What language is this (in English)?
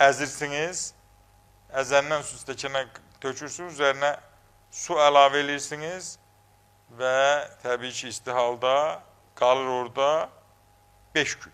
Azerbaijani